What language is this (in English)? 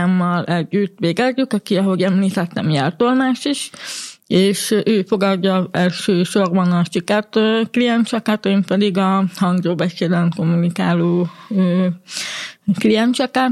Hungarian